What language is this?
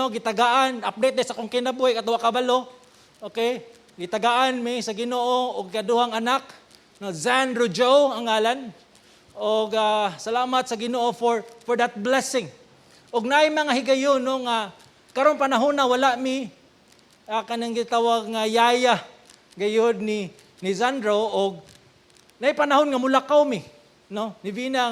Cebuano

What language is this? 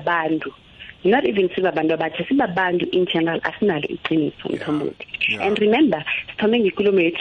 South Ndebele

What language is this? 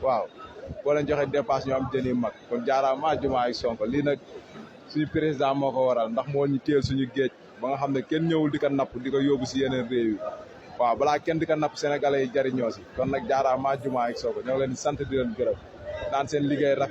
Wolof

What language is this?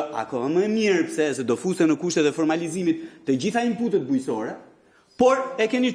Albanian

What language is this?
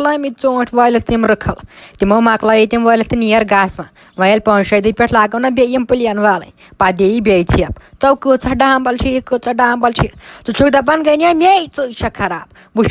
Kashmiri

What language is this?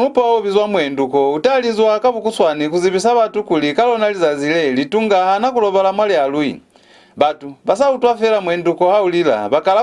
Lozi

